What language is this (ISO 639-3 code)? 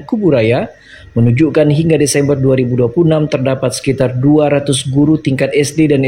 ind